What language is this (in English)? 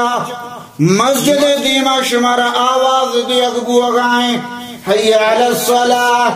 Baluchi